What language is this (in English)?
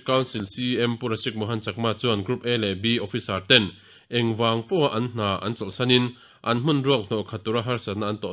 Mizo